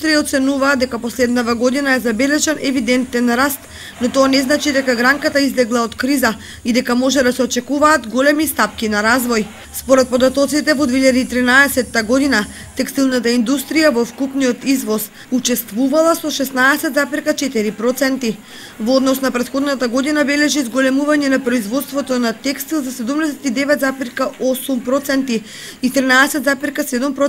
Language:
Macedonian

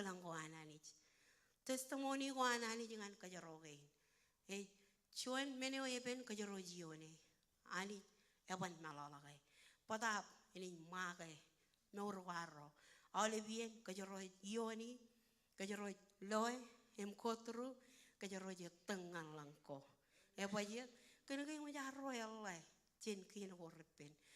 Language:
Marshallese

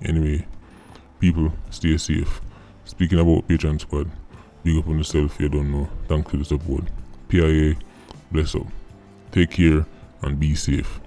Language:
Jamaican Creole English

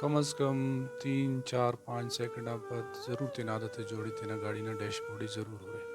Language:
Brahui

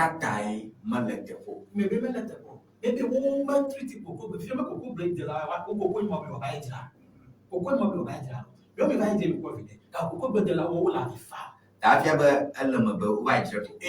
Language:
Ewe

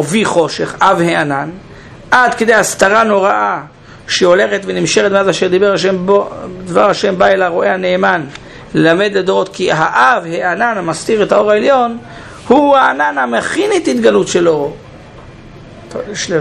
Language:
Hebrew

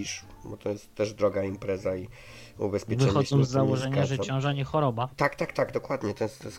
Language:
Polish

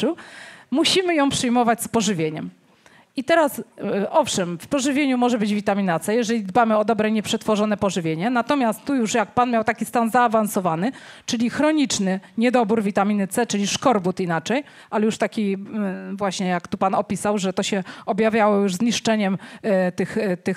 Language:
Polish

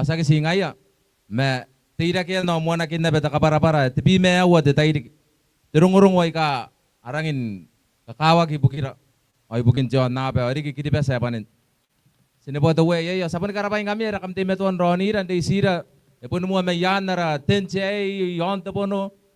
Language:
Gilbertese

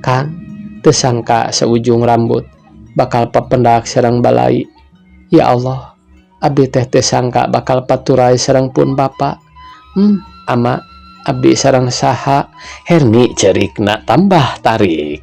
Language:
Sundanese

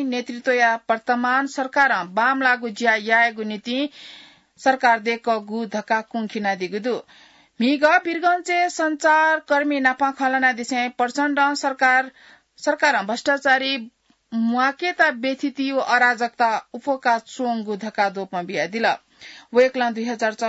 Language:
Newari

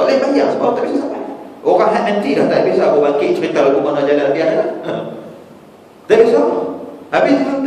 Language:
Malay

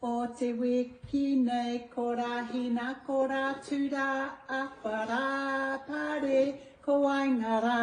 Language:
Māori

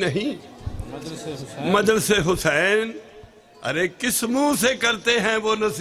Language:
Urdu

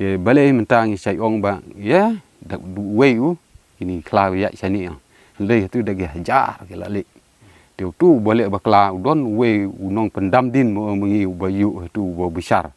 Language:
Khasi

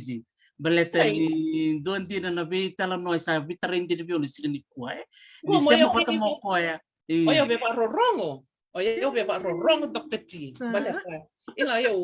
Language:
Fijian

